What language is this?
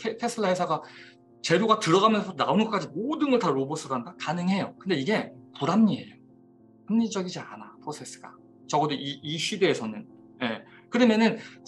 Korean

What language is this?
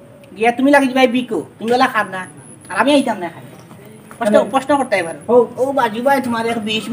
Sylheti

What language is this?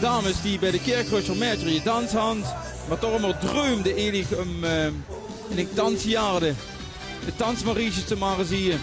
Limburgish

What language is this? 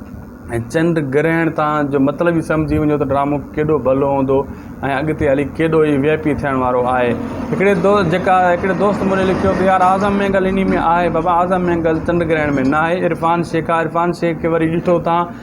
Sindhi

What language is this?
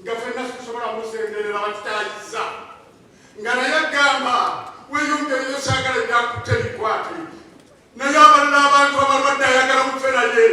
Ganda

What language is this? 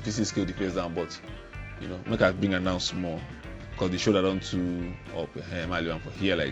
Nigerian Pidgin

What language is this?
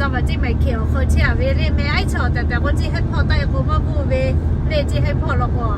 Lahu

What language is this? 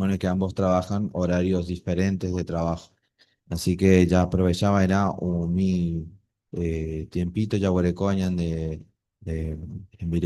Guarani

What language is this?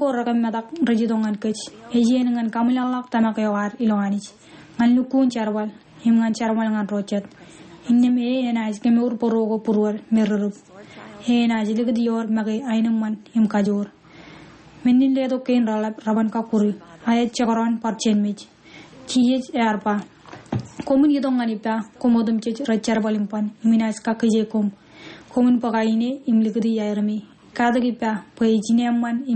Marshallese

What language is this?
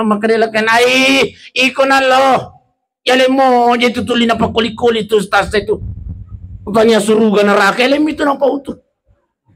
Buginese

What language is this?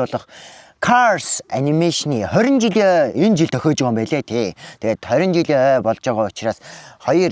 Mongolian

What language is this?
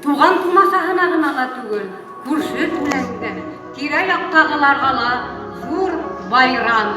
Bashkir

